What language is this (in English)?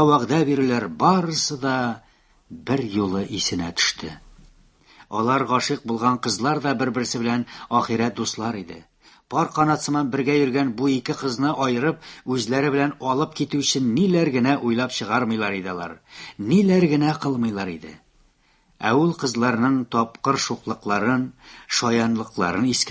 Tatar